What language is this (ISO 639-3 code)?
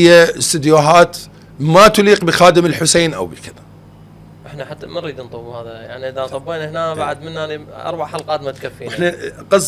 acm